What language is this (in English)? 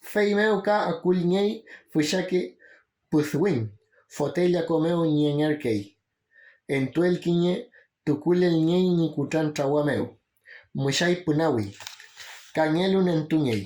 Mapuche